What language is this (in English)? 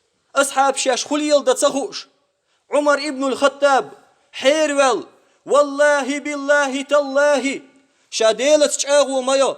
Chechen